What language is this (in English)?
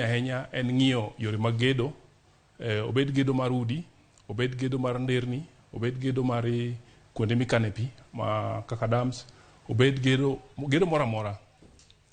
Luo (Kenya and Tanzania)